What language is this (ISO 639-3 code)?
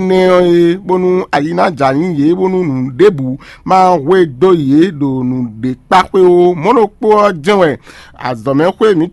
fon